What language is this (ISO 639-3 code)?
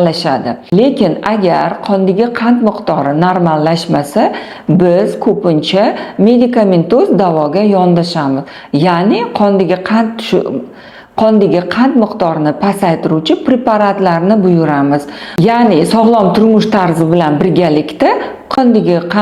uzb